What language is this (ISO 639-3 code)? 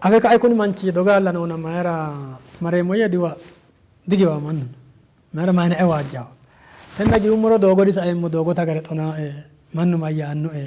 sid